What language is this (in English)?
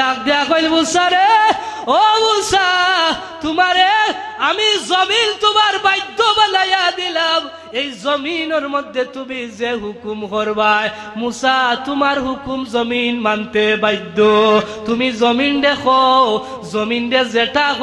Sylheti